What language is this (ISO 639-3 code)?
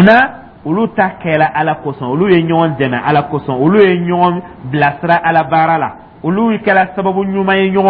dyu